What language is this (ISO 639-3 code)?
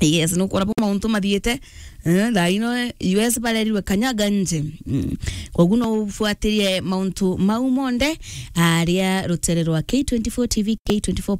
mer